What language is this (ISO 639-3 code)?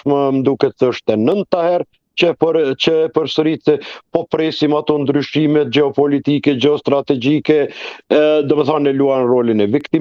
sqi